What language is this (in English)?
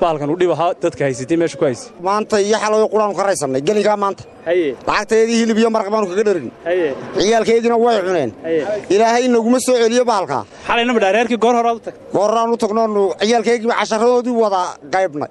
Somali